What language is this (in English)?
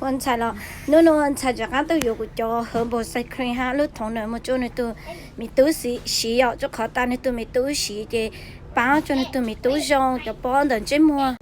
Hmong